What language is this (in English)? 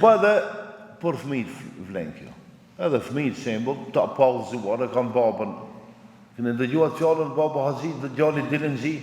Albanian